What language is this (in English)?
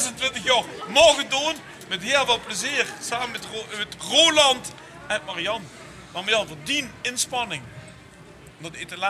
Limburgish